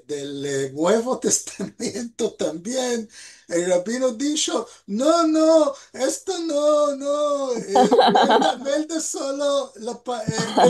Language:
Ladino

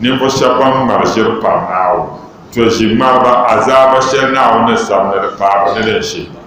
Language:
Dagbani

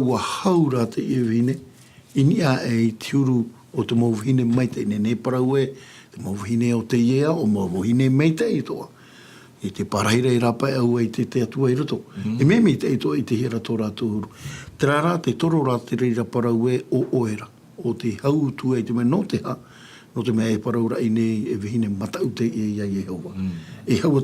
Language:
Tahitian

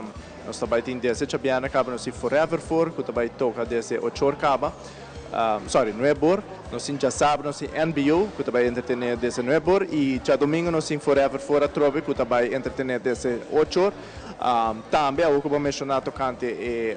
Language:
Papiamento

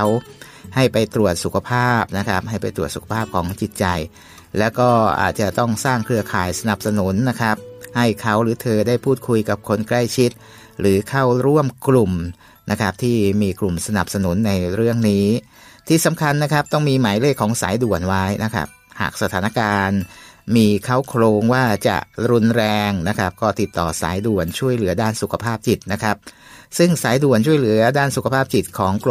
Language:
Thai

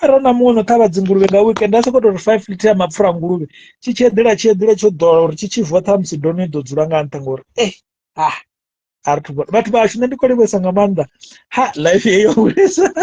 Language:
Venda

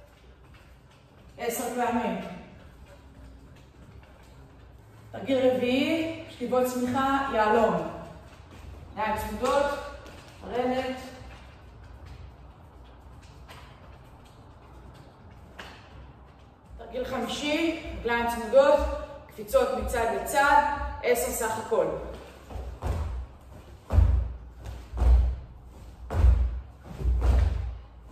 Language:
Hebrew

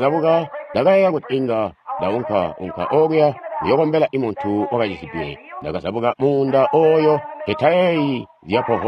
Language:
Tonga (Zambia)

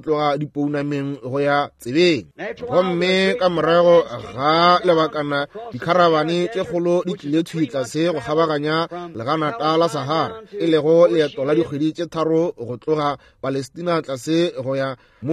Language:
Northern Sotho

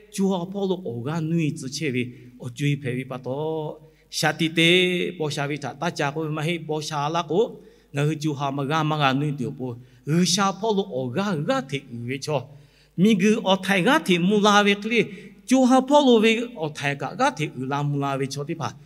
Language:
Lahu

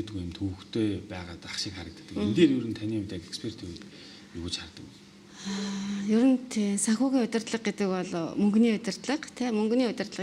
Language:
Mongolian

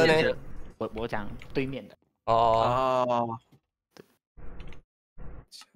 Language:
Chinese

